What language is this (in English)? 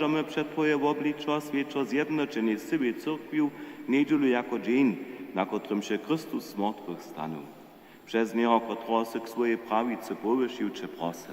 Upper Sorbian